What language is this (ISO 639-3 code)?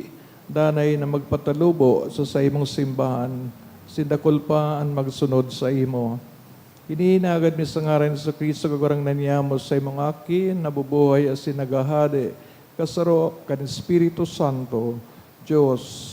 bik